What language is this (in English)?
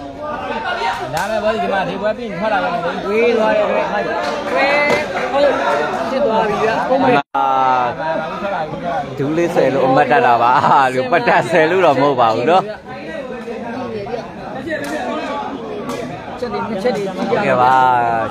Burmese